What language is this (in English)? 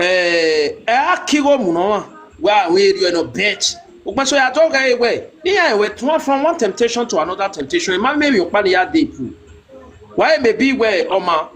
Nigerian Pidgin